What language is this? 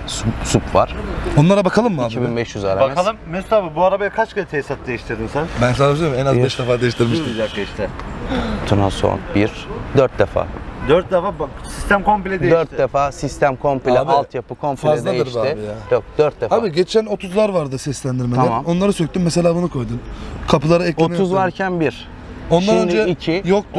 Turkish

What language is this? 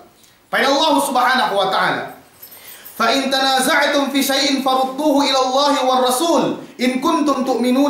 Yakan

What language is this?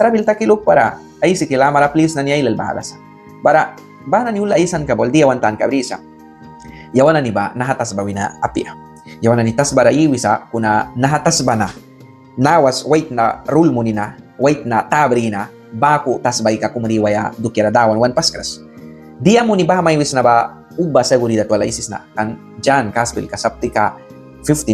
Mískito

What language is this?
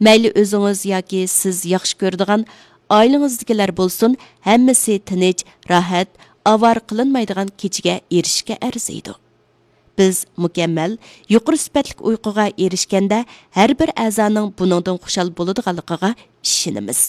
Uyghur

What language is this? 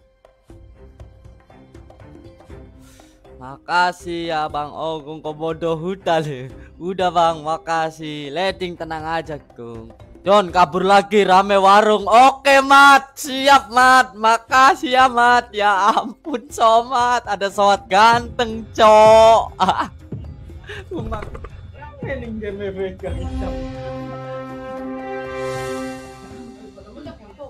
Indonesian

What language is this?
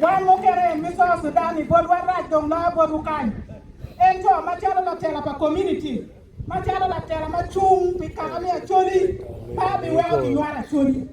Acoli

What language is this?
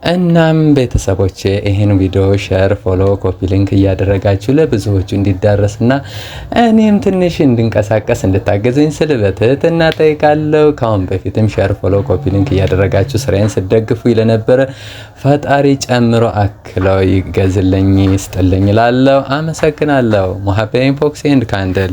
Amharic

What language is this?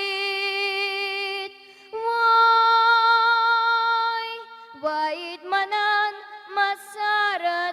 Ossetic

